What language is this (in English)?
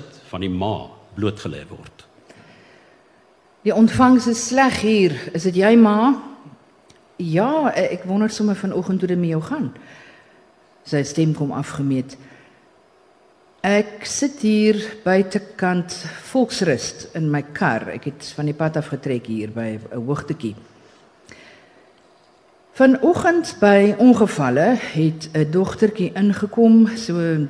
Afrikaans